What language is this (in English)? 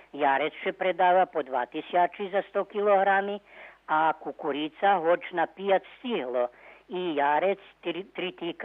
Rusyn